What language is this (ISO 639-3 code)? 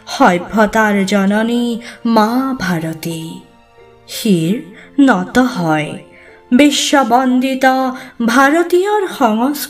asm